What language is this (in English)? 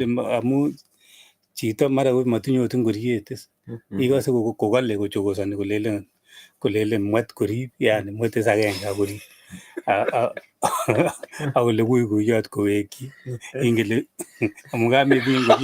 Kalenjin